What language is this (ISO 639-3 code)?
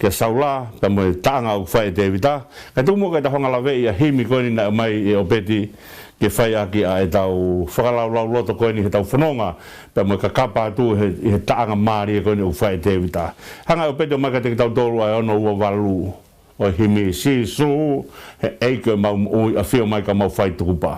ton